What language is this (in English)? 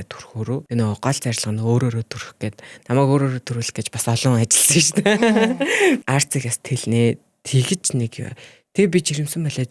Mongolian